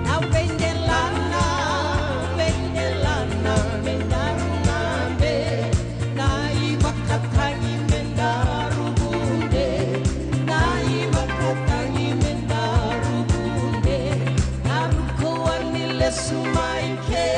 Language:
Fijian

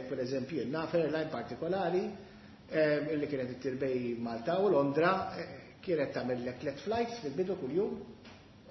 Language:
Maltese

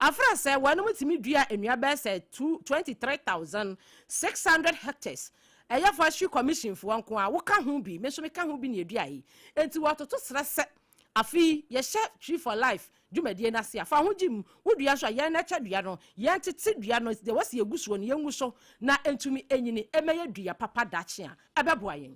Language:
Akan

